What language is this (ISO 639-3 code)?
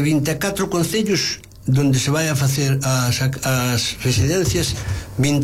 glg